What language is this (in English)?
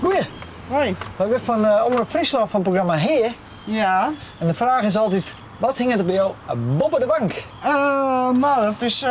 Western Frisian